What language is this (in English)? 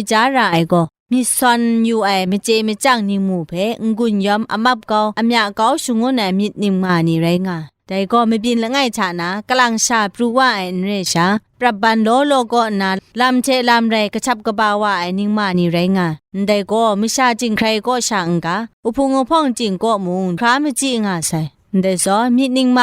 Kachin